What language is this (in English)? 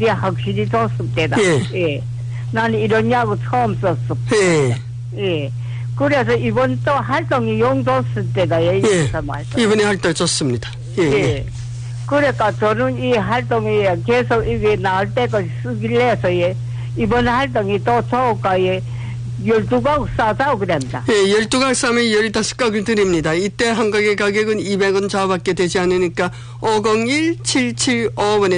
Korean